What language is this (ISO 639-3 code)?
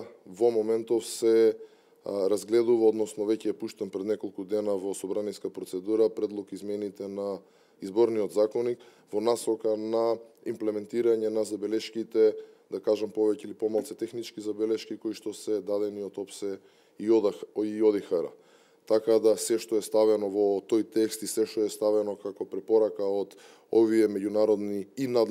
mkd